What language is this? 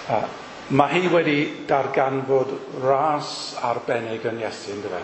Welsh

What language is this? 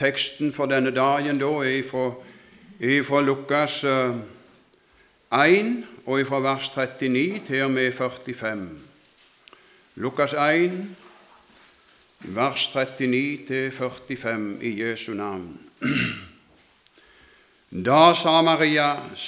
Norwegian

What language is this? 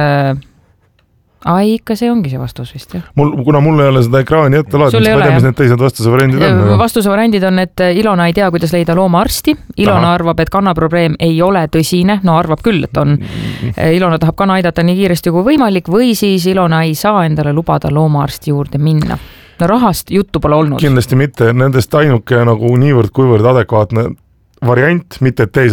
Estonian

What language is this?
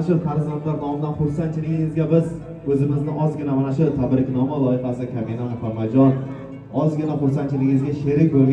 Uzbek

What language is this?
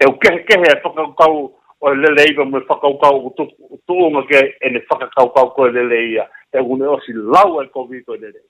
Tongan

